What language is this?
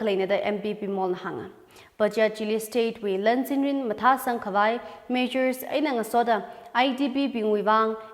Tangkhul Naga (India)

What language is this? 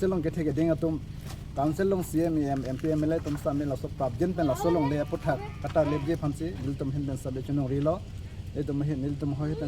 Karbi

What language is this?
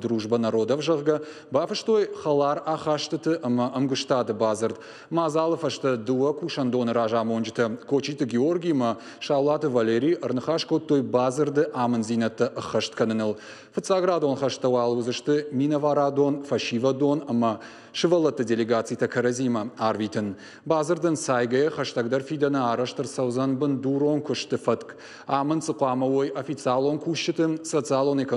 Ossetic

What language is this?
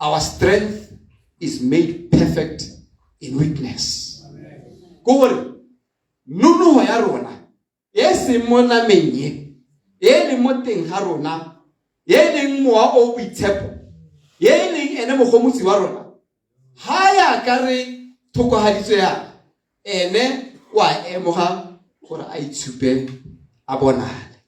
Tswana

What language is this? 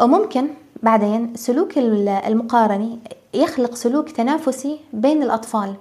North Levantine Arabic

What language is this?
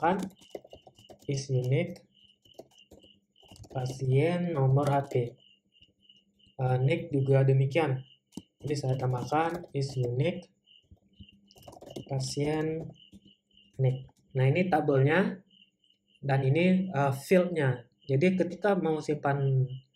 Indonesian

